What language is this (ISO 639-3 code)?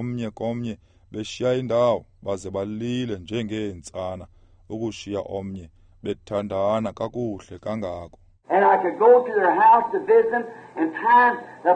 xho